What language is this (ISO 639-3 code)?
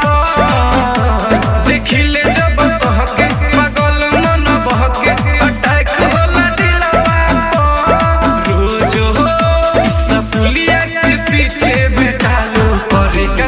bho